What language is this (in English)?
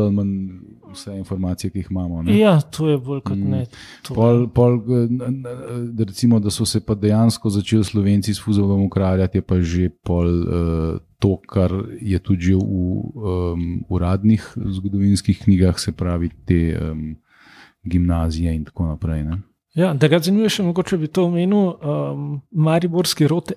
Slovenian